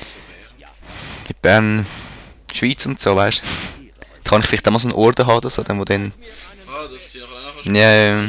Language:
Swiss German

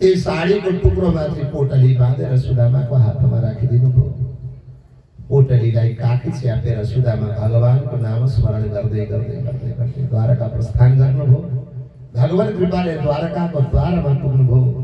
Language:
Nepali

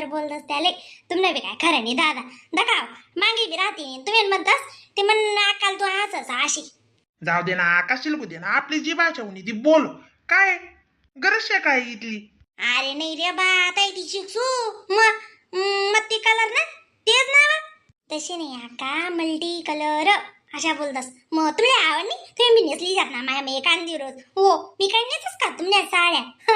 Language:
Khandesi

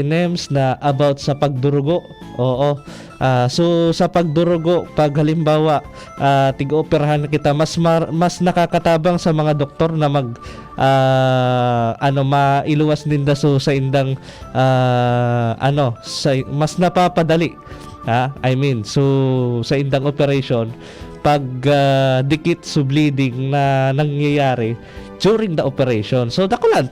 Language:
Bikol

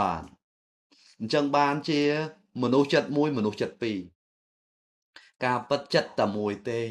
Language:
Khmer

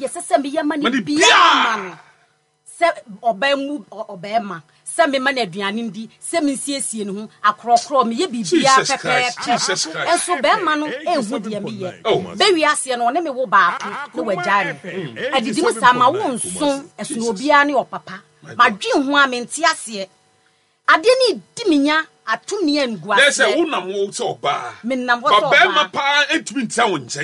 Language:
Akan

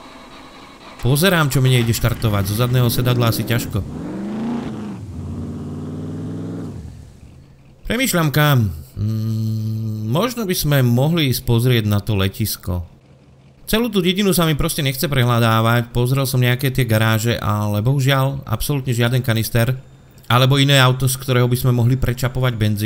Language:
Slovak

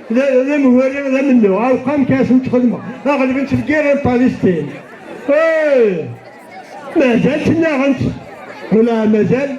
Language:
Kabyle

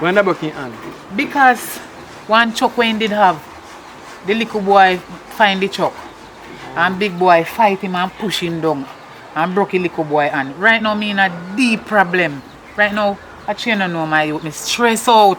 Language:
Jamaican Creole English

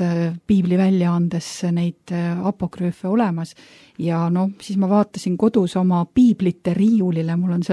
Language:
Estonian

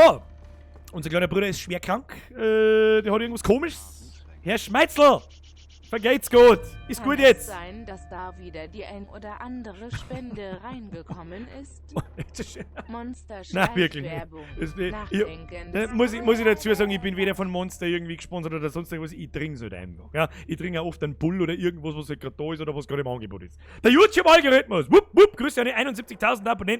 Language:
Bavarian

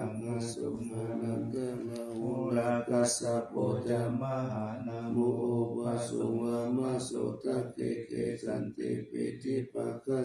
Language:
Pali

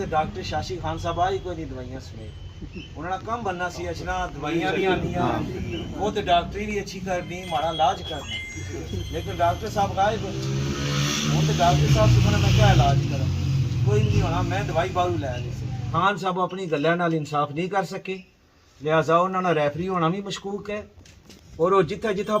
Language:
Pahari-Potwari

